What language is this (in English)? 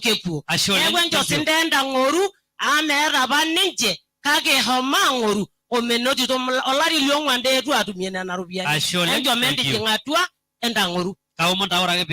Masai